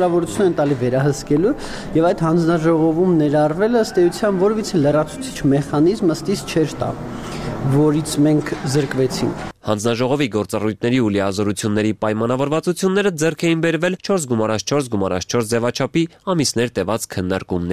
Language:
Armenian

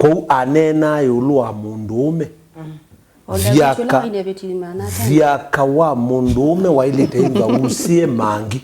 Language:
Kamba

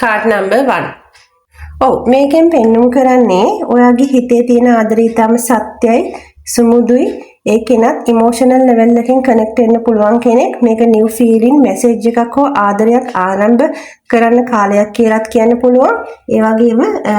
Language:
Sinhala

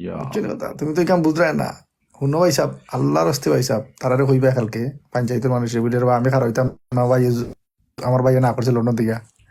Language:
Sylheti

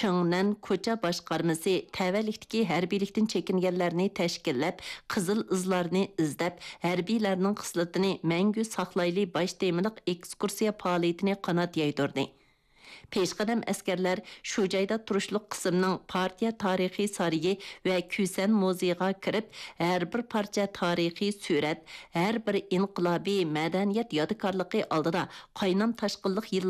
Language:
Uyghur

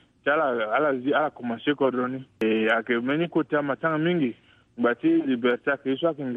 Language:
Sango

